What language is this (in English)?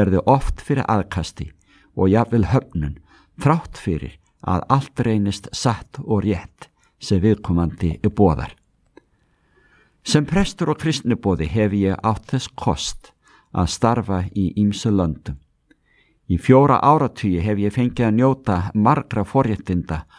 Icelandic